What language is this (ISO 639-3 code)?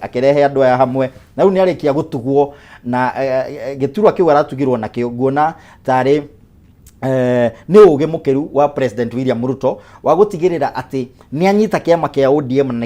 kik